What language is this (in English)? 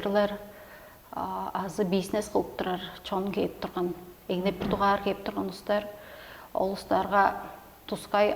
Tuvinian